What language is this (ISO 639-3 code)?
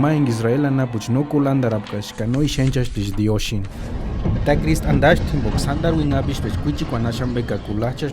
tsz